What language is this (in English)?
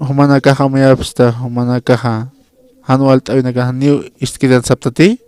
Aymara